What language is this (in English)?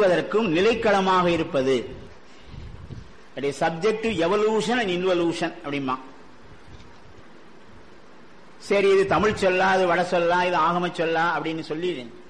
Tamil